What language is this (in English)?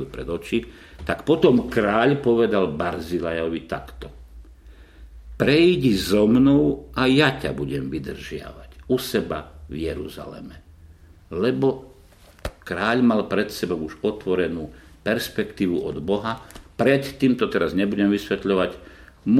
Slovak